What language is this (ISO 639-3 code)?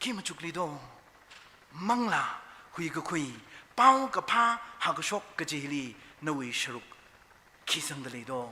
nmf